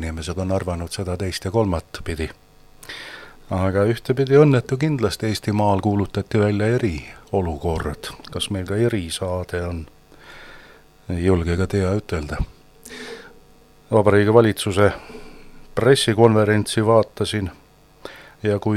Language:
Estonian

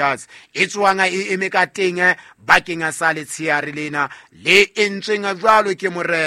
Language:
Southern Sotho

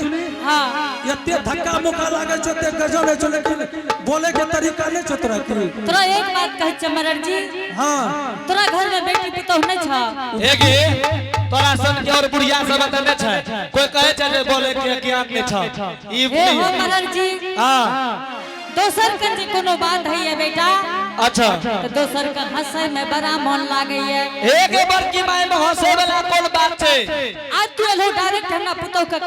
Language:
Angika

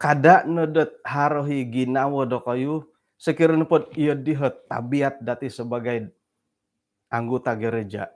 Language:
Central Dusun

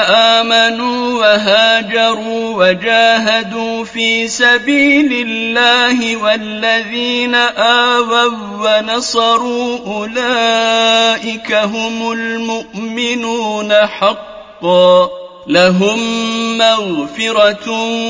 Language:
Arabic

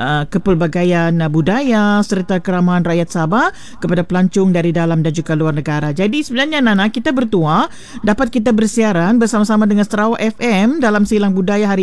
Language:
Malay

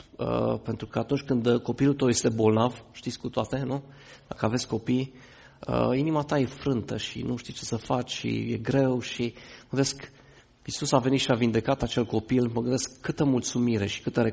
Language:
Romanian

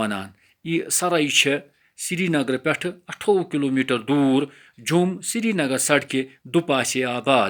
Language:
Kashmiri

